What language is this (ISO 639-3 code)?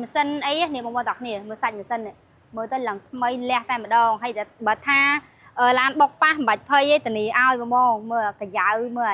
khm